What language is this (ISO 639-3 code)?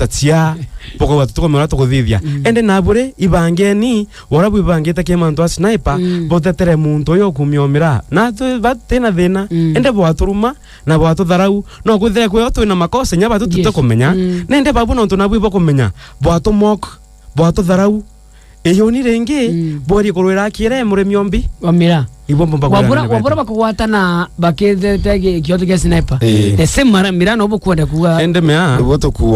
mer